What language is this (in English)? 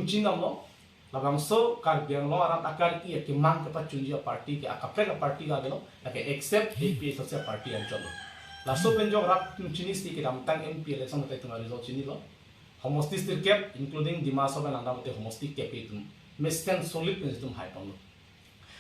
Karbi